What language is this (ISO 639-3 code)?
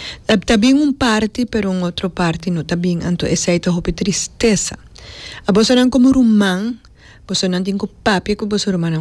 pap